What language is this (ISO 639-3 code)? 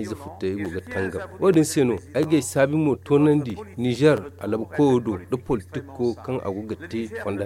dje